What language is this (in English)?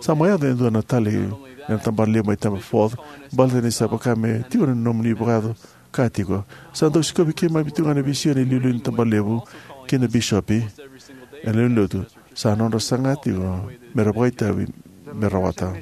Fijian